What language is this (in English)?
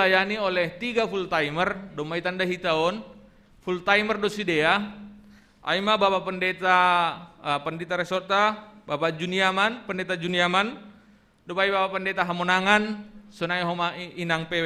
Batak Simalungun